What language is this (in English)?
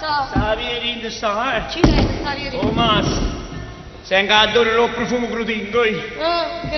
Neapolitan